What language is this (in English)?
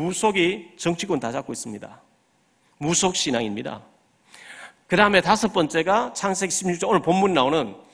Korean